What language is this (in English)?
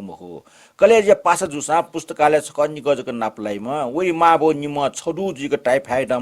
Newari